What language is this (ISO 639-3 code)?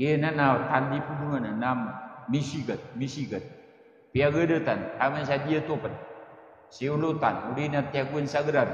mrw